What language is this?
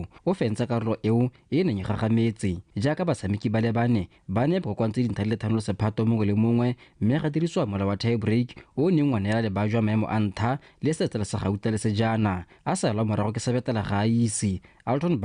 Tswana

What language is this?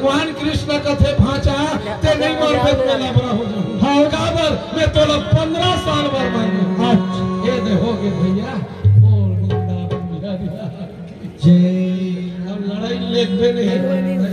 Chhattisgarhi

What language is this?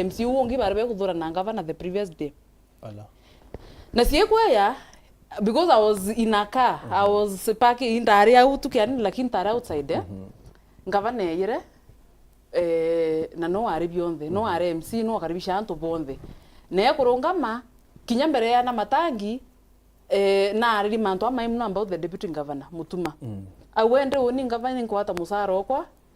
Meru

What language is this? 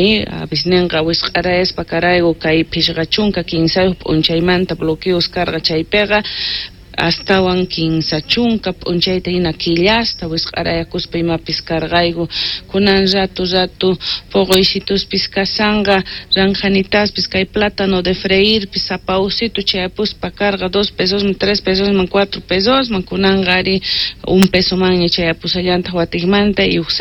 South Bolivian Quechua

